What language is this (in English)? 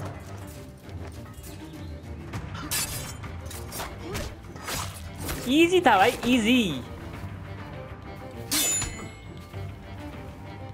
Hindi